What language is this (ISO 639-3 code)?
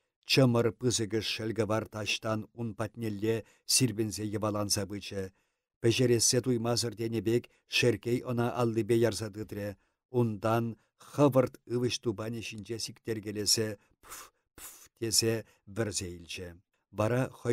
chv